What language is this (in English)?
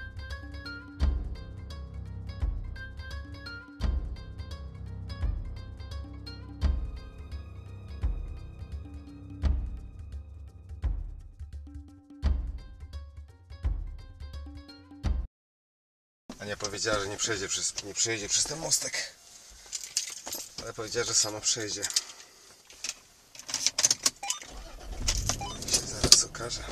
Polish